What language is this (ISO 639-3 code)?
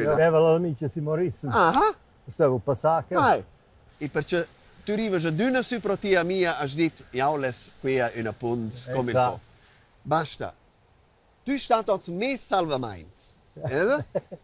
roh